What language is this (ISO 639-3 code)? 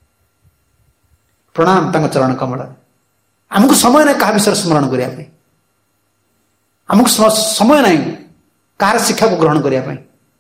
ori